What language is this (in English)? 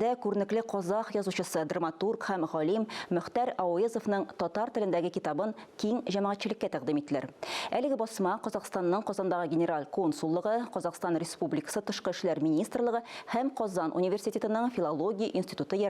Tatar